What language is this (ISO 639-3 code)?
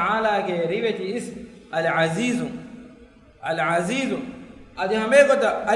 div